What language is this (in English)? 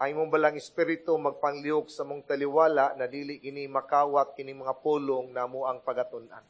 Cebuano